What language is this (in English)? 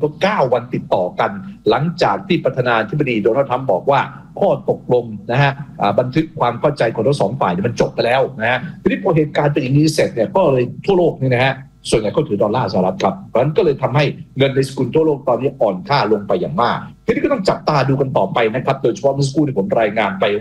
Thai